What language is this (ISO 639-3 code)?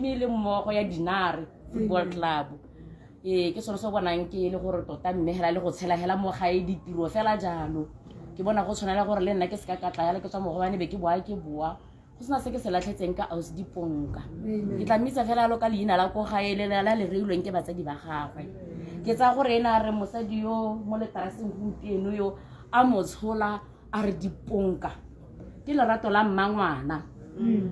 tsn